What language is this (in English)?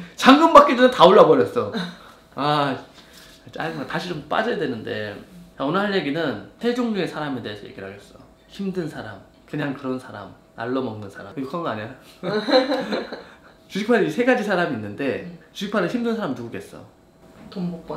Korean